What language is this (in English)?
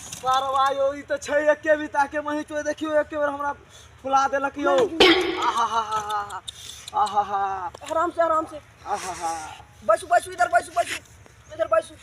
Maithili